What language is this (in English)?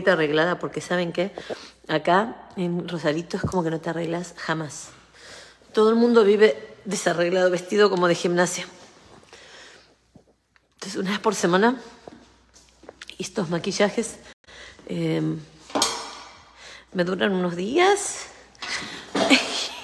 Spanish